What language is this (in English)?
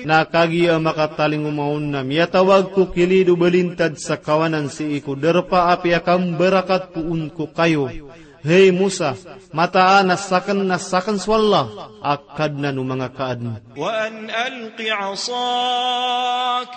Maranao